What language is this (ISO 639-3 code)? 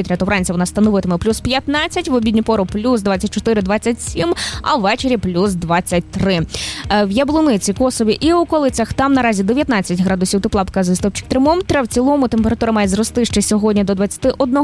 ukr